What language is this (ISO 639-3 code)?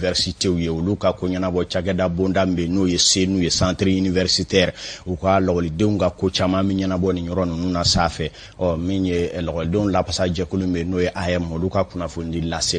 bam